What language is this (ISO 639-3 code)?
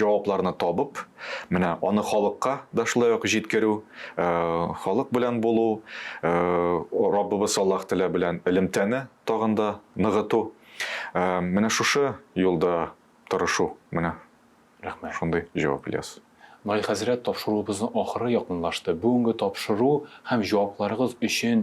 tat